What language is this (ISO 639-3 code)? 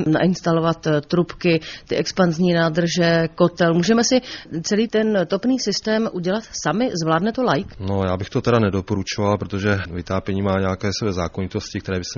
ces